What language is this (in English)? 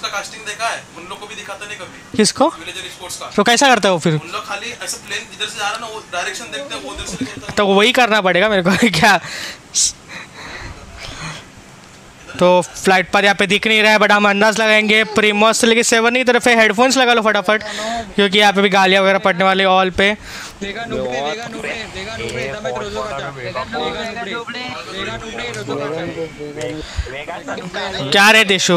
Hindi